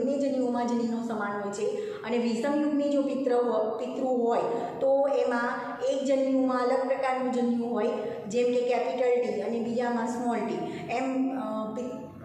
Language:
Gujarati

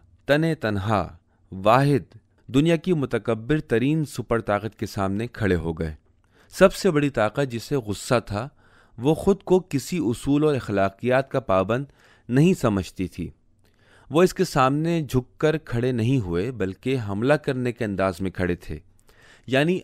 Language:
Urdu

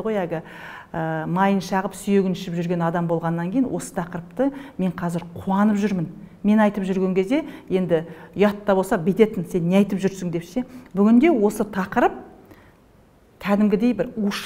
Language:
Kazakh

